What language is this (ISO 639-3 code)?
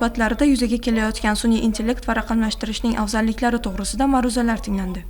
uzb